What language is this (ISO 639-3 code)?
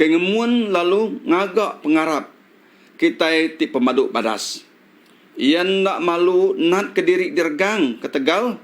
iba